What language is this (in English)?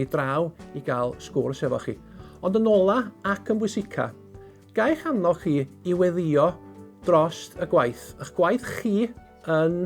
Welsh